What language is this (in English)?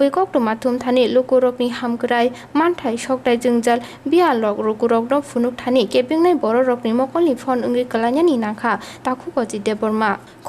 Kok Borok